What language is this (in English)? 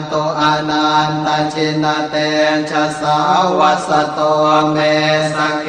Pali